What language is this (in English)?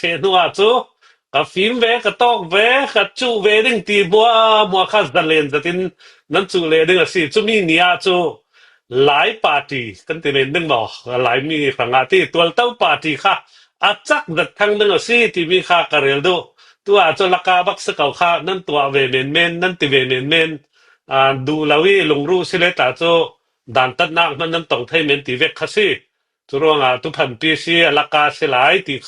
Hakha Chin